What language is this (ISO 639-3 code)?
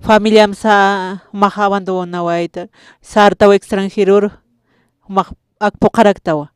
aym